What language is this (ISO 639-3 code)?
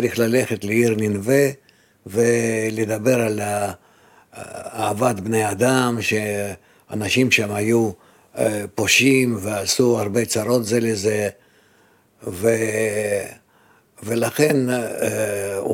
heb